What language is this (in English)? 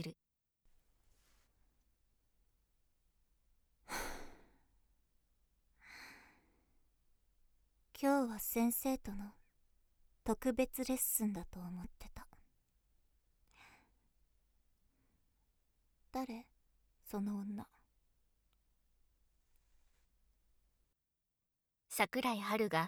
Japanese